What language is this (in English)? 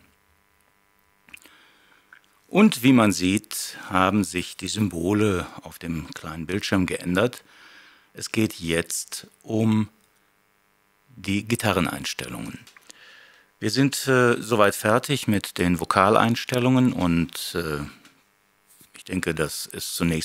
German